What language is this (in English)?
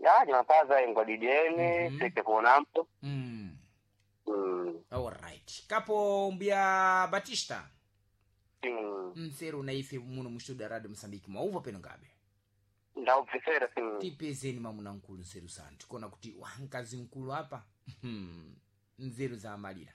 Sena